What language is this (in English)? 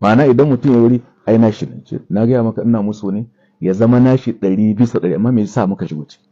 Hausa